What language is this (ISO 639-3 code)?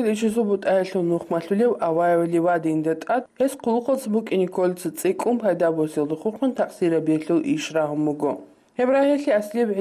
ava